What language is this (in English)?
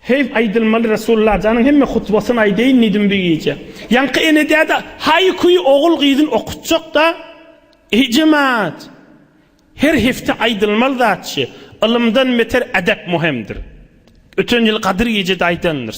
Turkmen